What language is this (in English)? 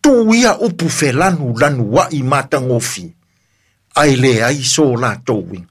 Samoan